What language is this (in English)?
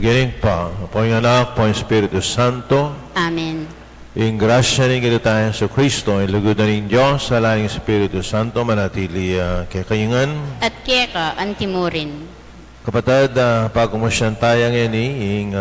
Pampanga